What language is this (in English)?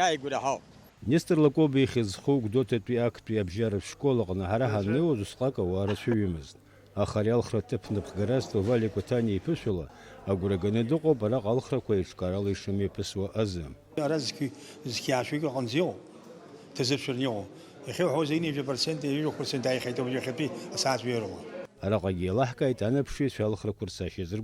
Abkhazian